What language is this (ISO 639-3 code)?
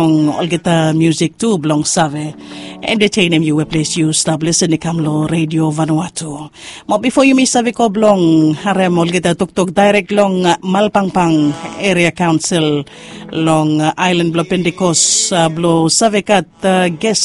bis